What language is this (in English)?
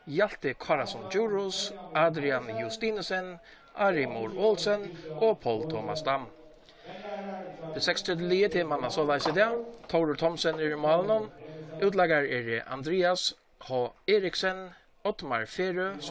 Faroese